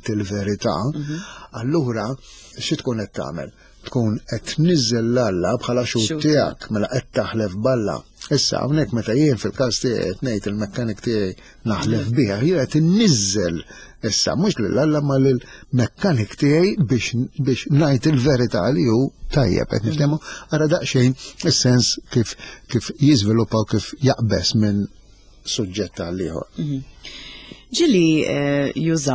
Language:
Maltese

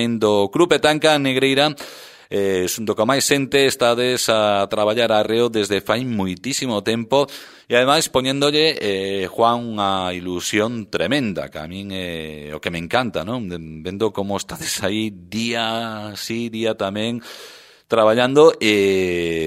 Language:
Galician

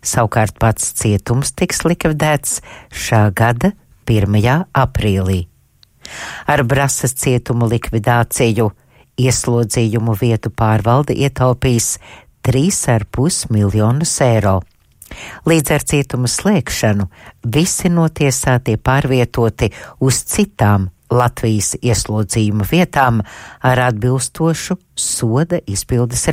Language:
Latvian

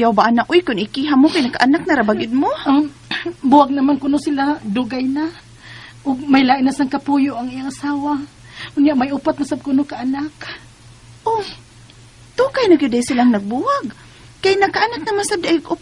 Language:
Cebuano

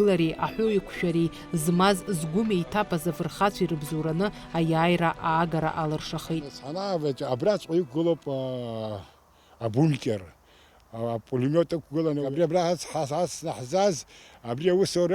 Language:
Abkhazian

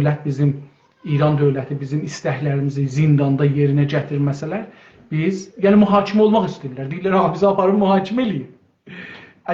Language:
South Azerbaijani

